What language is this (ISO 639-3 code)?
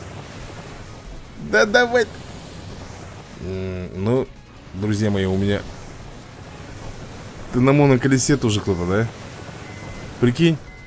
rus